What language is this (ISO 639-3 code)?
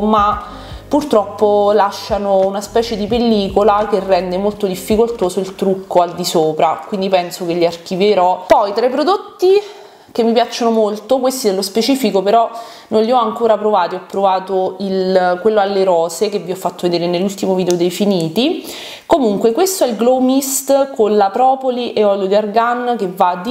ita